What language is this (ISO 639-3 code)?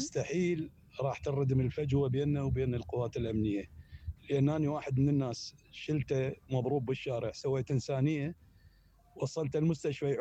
acm